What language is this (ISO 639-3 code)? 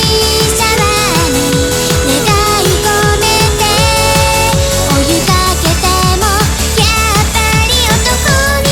jpn